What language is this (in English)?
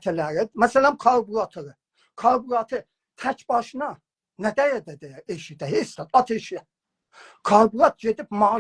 South Azerbaijani